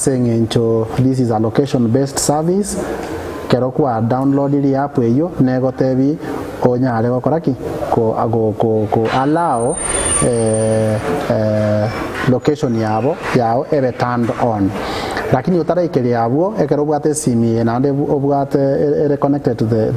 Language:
Gusii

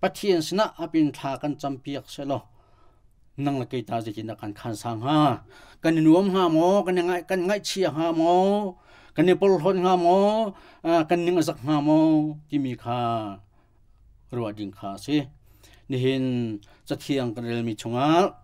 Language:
Hakha Chin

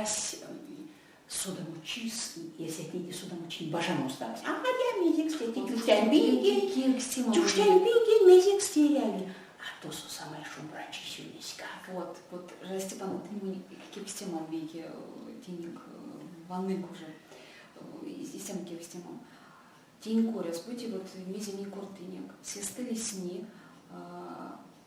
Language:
Erzya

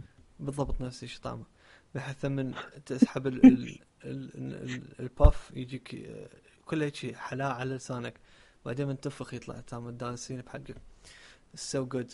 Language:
Mesopotamian Arabic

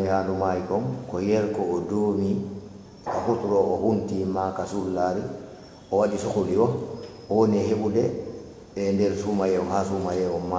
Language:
Fula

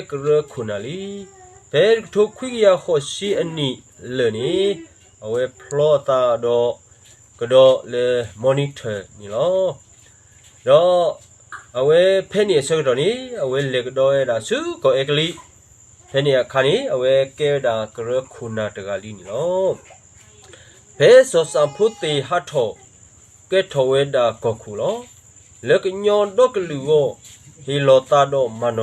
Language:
S'gaw Karen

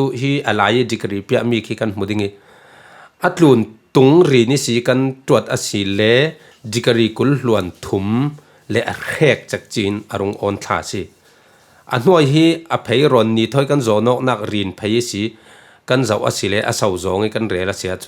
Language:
Falam Chin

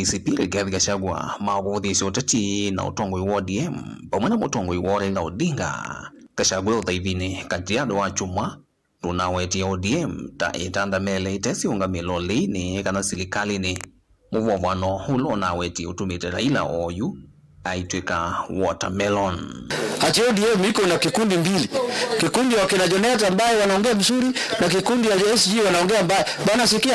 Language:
Kamba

